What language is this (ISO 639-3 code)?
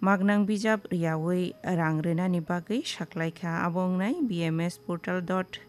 trp